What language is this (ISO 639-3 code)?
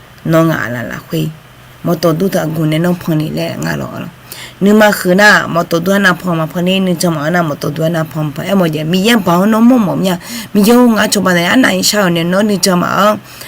ahk